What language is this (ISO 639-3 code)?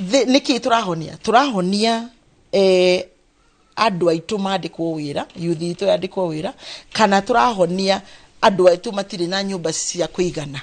kik